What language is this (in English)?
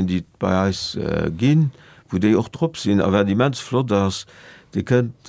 Luxembourgish